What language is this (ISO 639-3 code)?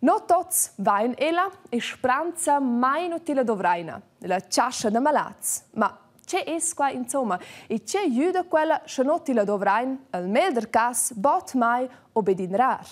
roh